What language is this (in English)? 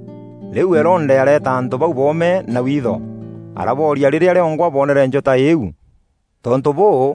Meru